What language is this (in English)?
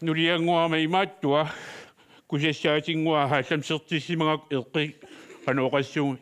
Kalaallisut